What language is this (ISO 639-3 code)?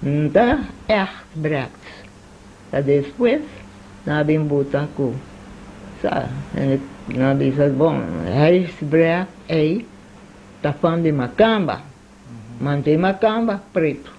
pap